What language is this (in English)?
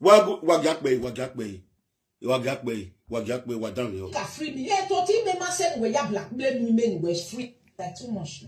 Nigerian Pidgin